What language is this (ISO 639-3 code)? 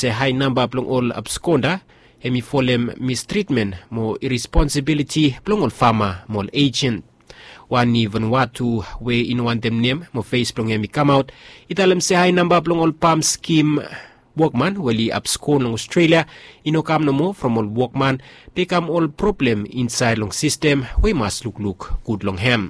bis